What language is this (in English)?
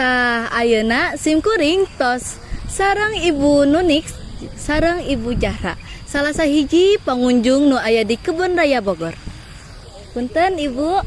Sundanese